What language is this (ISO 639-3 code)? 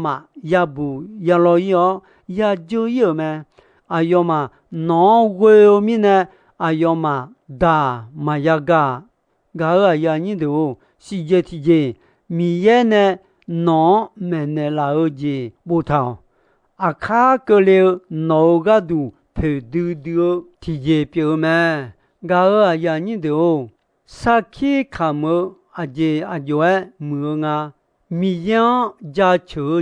ahk